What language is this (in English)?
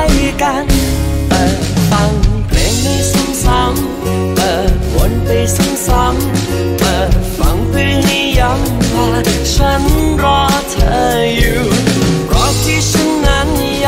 Thai